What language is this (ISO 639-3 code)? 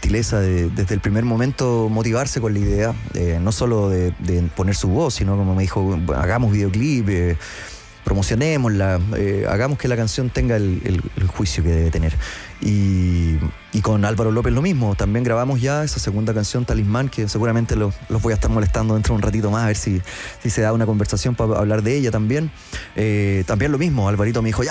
spa